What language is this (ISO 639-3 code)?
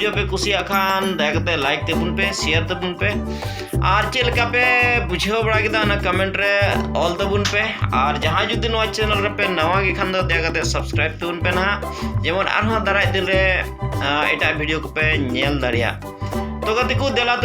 sat